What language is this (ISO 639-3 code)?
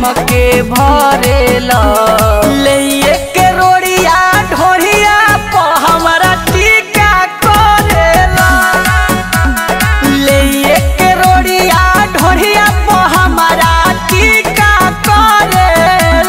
bho